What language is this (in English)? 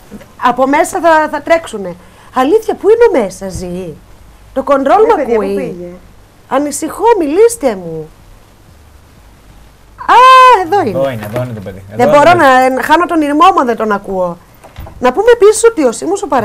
Greek